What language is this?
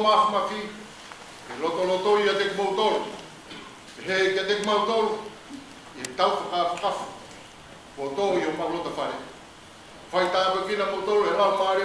Tongan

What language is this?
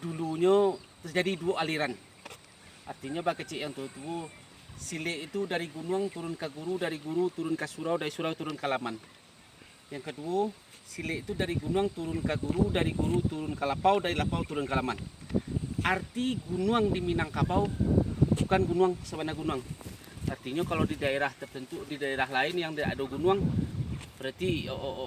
Minangkabau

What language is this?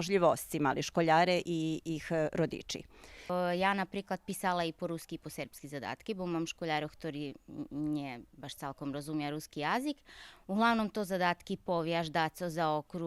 Rusyn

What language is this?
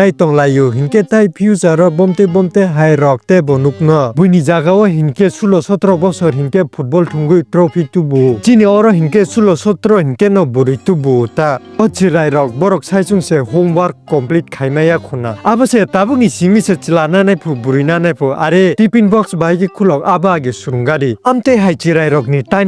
Kok Borok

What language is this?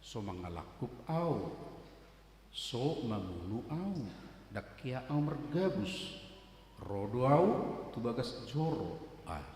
Batak Toba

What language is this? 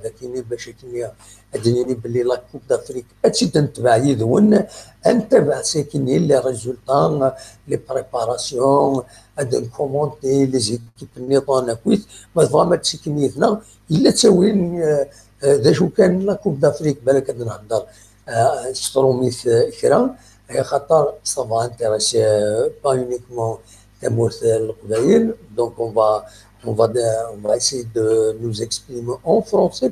Kabyle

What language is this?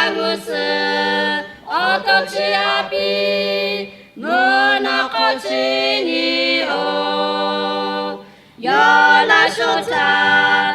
Lahu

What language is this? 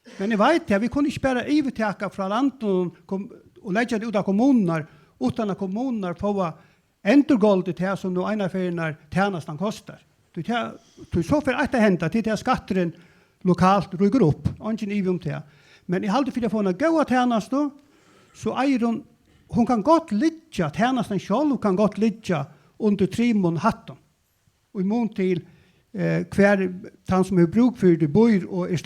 Faroese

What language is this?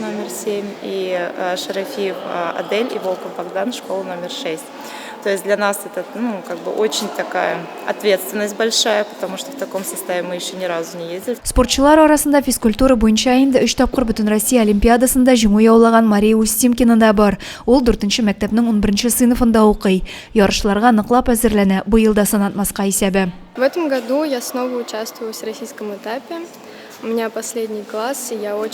Tatar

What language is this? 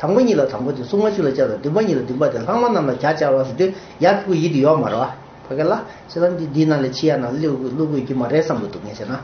Tibetan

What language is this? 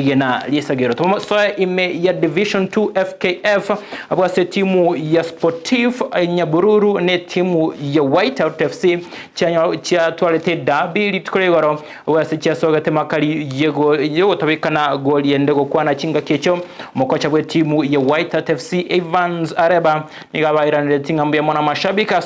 Gusii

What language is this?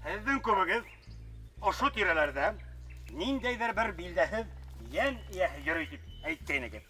Bashkir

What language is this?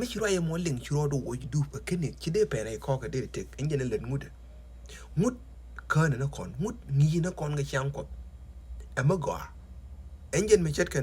Nuer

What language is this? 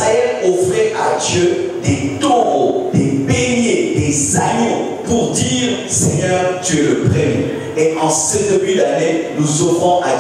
French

